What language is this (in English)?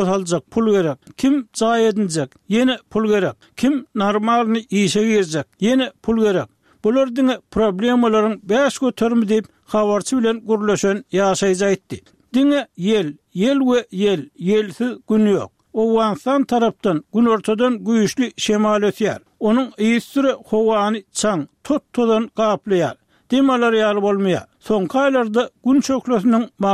Turkmen